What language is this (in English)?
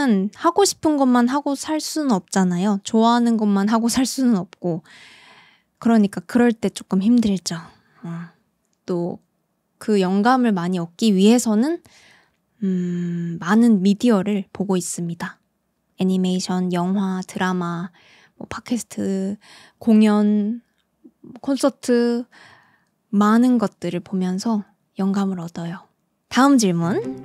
Korean